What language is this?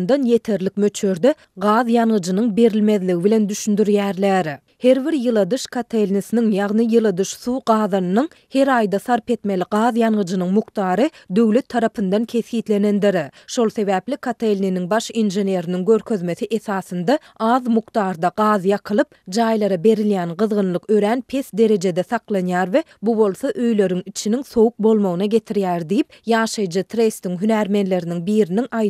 Turkmen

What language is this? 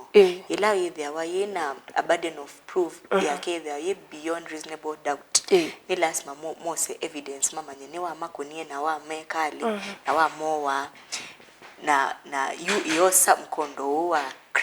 Kamba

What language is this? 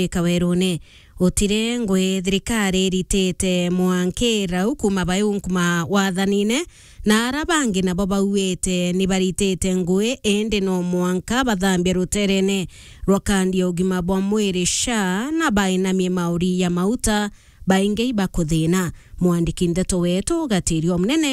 Meru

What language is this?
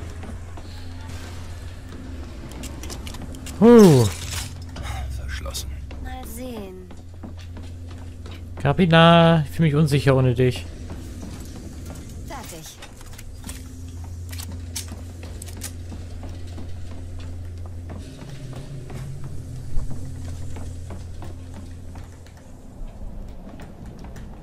German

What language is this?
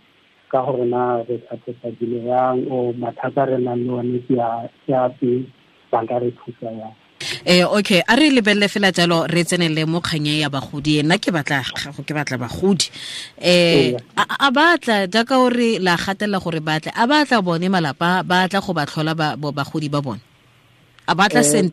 Tswana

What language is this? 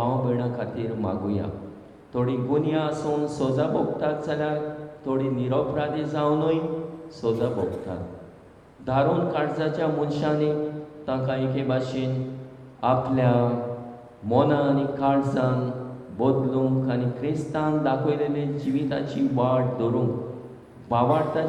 Konkani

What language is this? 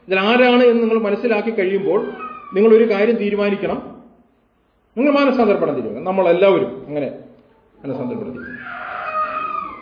Malayalam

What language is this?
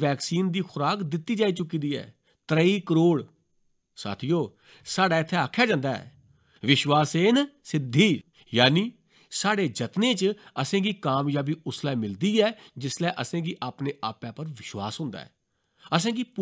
Dogri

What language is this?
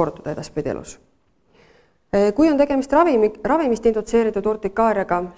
Estonian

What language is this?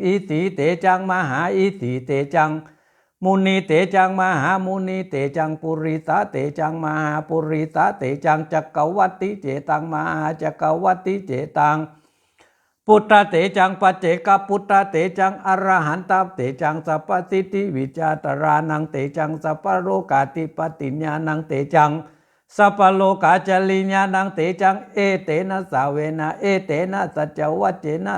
Pali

